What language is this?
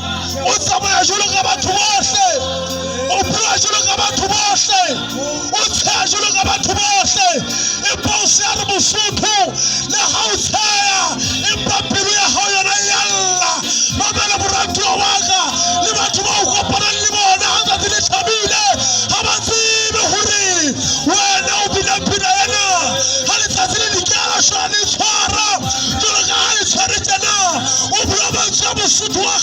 Southern Sotho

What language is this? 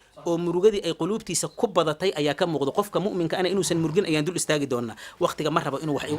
Somali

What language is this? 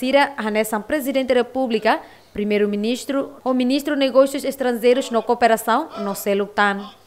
Tetum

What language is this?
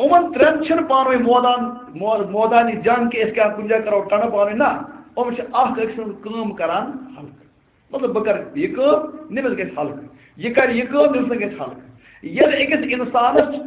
Kashmiri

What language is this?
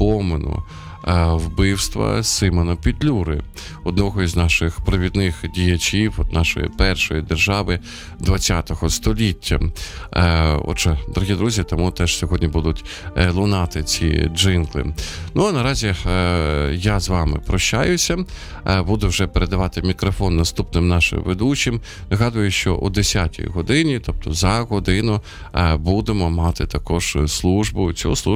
Ukrainian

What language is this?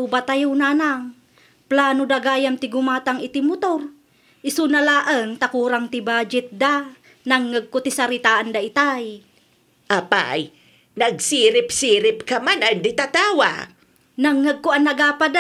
Iloko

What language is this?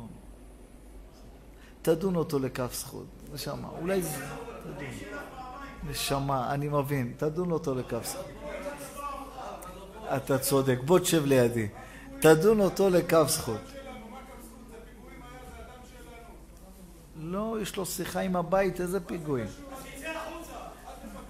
Hebrew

